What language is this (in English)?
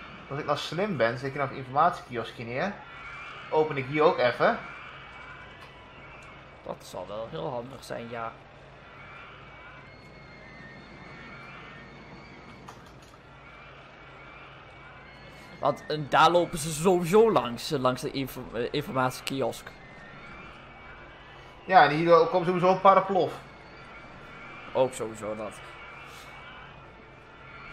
Dutch